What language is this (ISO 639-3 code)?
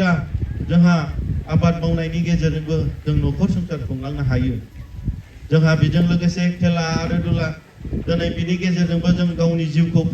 brx